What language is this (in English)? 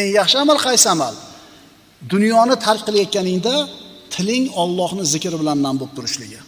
Uzbek